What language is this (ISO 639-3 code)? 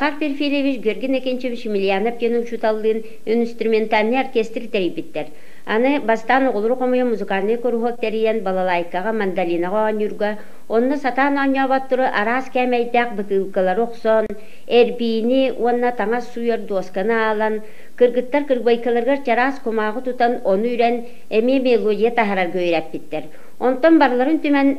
sah